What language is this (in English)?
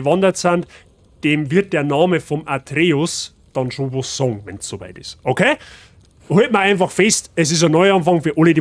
Bavarian